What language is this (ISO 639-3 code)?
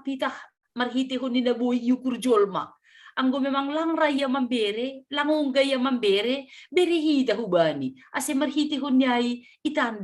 bts